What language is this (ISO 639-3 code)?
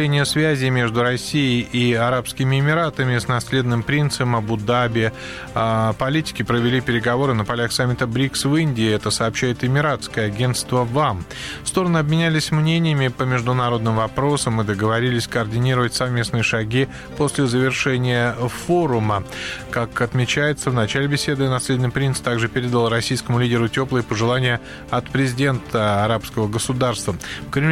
rus